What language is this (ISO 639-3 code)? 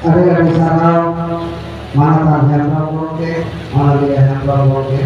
sat